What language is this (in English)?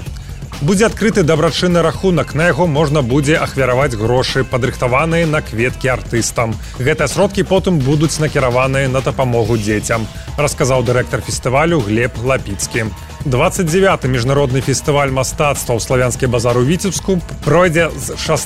Belarusian